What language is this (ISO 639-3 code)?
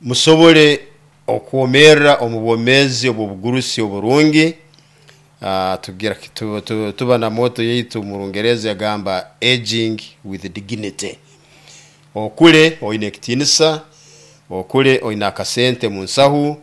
nyo